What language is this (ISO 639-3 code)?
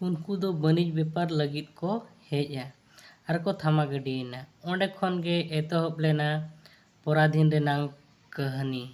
sat